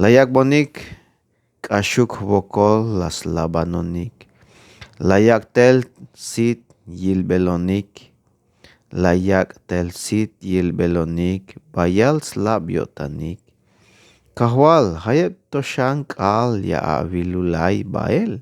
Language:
Tzeltal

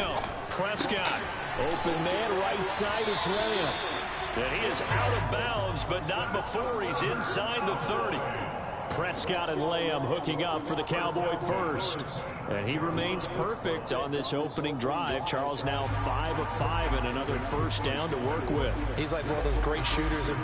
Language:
English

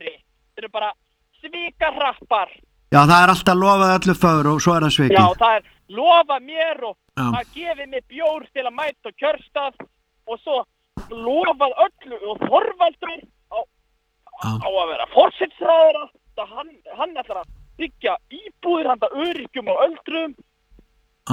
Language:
Icelandic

